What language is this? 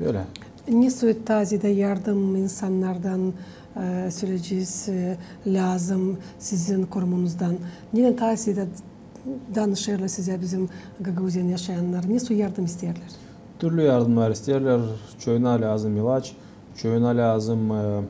Gagauz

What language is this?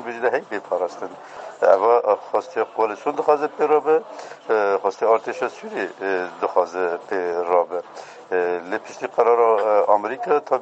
Kurdish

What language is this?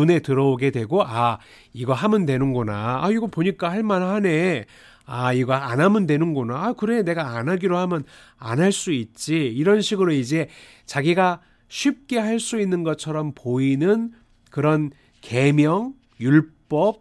Korean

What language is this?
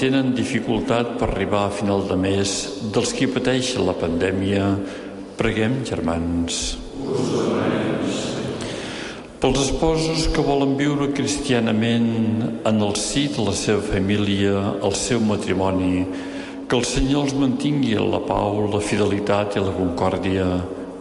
Catalan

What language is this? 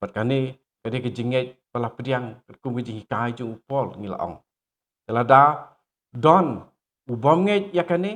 Khasi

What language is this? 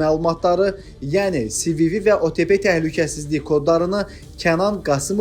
Azerbaijani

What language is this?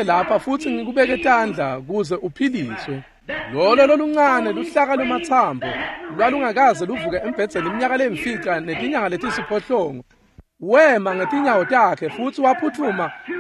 Swati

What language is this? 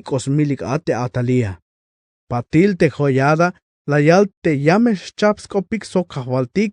Tzeltal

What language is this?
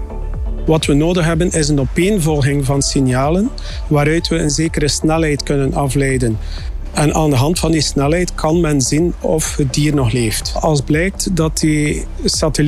Dutch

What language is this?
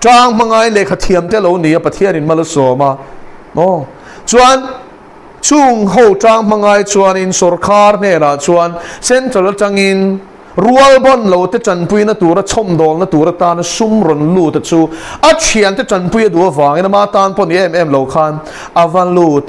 Mizo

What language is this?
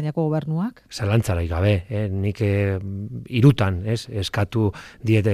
Basque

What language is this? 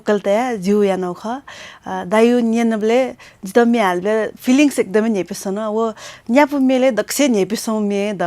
Newari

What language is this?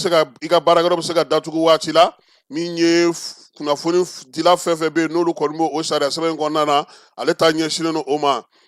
Bambara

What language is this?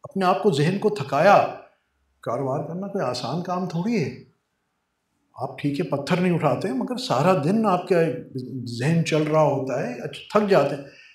Urdu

